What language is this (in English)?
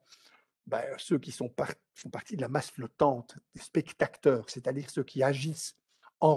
French